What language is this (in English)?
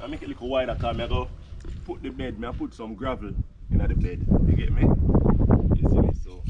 Jamaican Creole English